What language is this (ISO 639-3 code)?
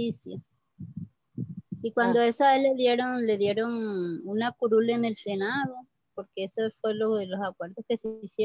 spa